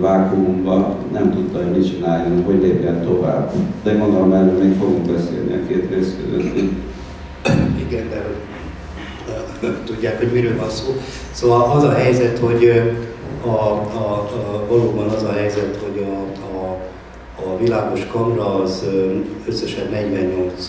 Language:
Hungarian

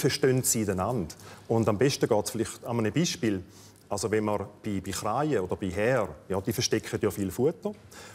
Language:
Swiss German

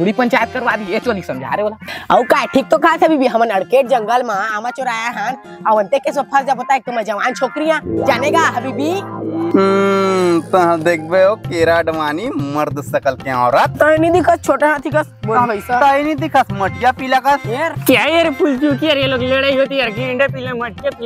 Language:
Chhattisgarhi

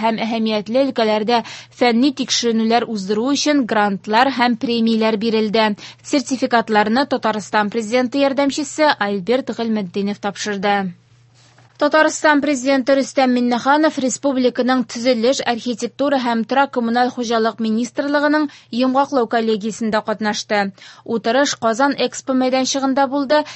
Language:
Tatar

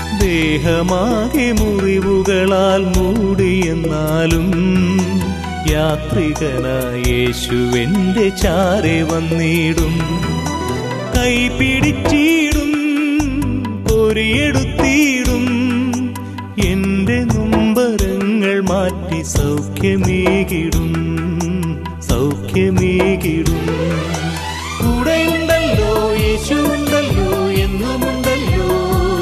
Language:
Malayalam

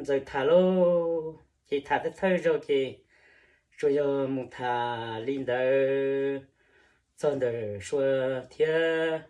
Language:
Hmong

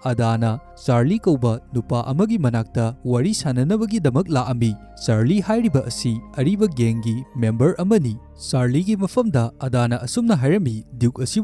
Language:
Manipuri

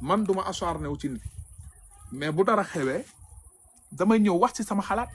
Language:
Wolof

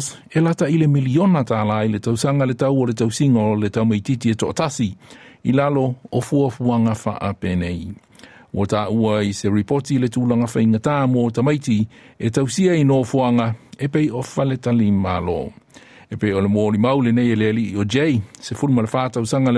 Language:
Samoan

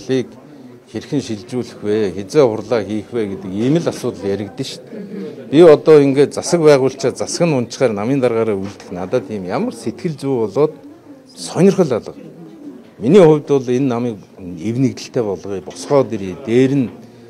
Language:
Mongolian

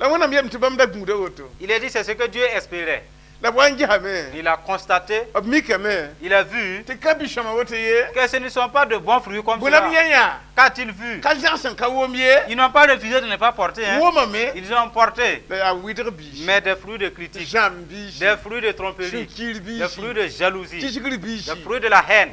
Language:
Mossi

